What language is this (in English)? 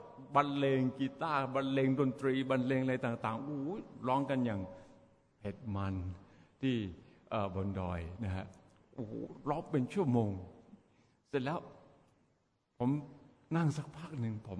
Thai